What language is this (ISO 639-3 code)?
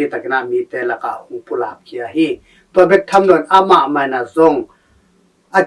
ctd